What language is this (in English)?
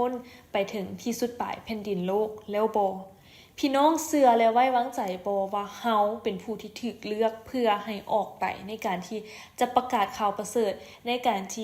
Lao